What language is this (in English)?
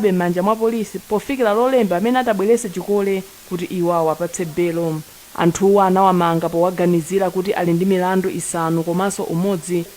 Nyanja